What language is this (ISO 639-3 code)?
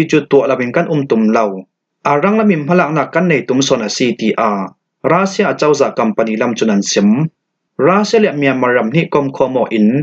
cfm